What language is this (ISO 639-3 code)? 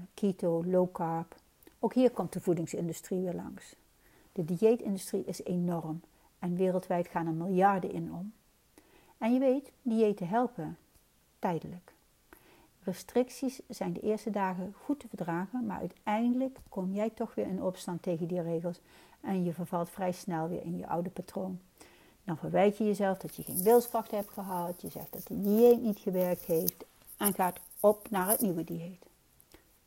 nld